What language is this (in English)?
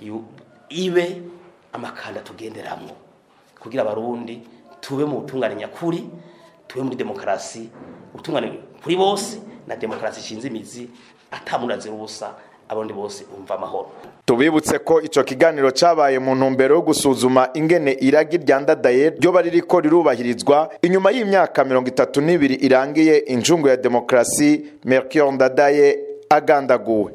Rundi